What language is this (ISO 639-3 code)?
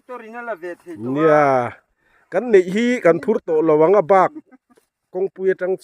lus